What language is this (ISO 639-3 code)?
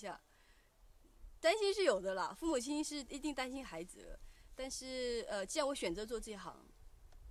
zho